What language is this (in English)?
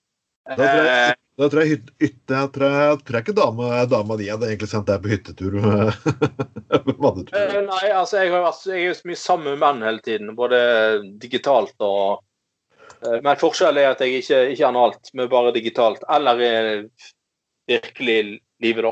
Norwegian